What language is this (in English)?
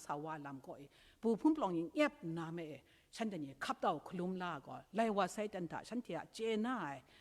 Kachin